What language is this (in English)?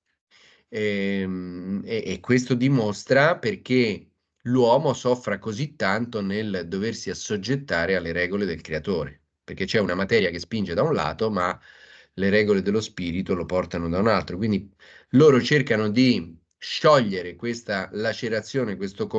Italian